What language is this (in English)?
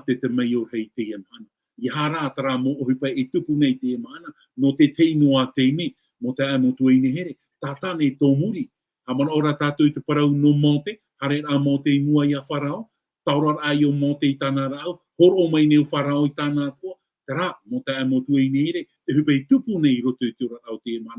Tahitian